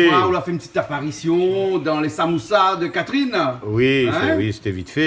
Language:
Réunion Creole French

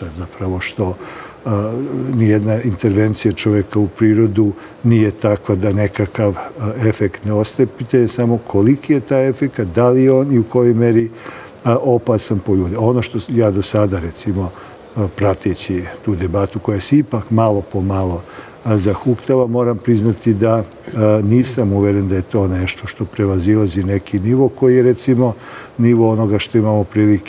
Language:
Serbian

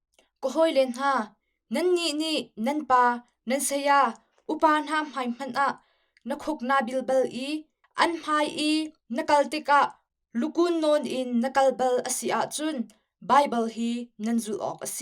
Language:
Hakha Chin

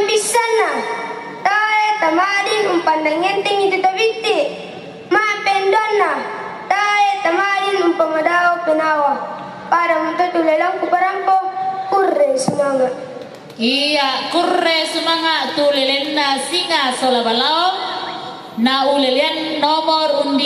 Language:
Toraja-Sa'dan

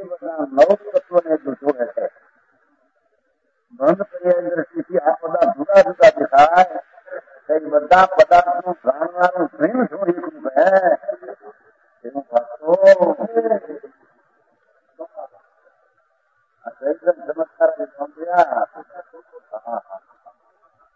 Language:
Gujarati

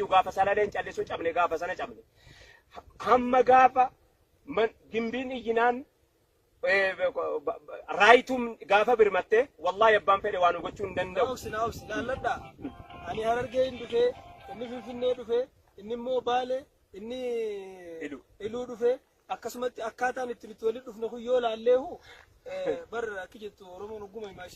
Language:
Oromo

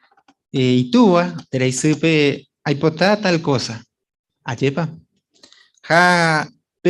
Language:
Guarani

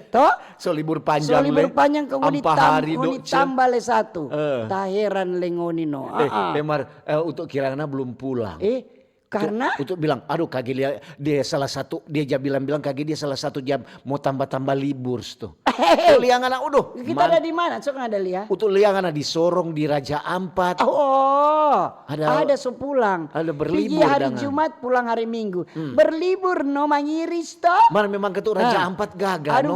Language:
Manado Malay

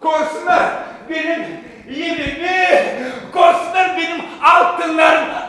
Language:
Gagauz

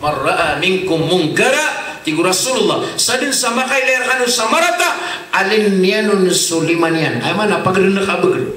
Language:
Maranao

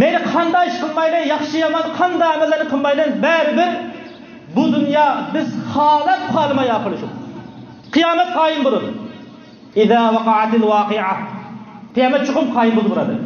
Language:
Uyghur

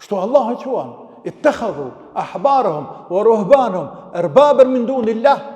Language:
Albanian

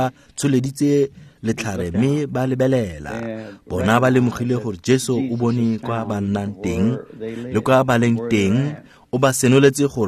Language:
Tswana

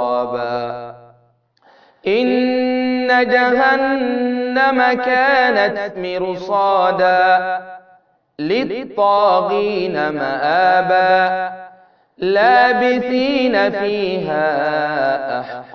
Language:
Arabic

